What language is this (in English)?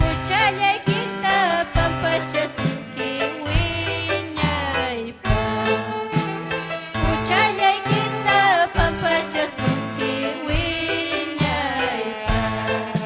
Ayacucho Quechua